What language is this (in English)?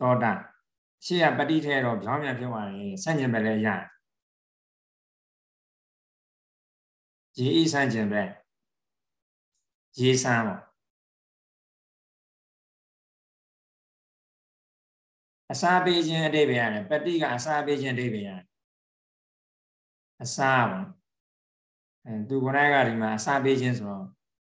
Burmese